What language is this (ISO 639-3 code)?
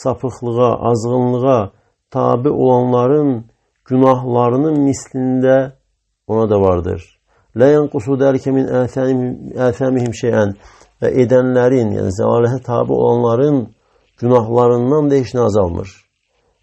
aze